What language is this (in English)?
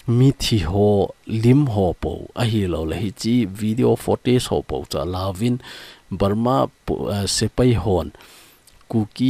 Thado Chin